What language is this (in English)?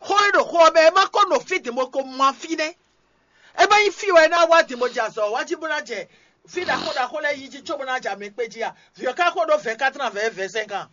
Fon